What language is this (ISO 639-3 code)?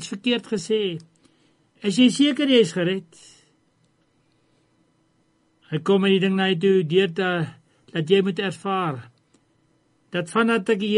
afr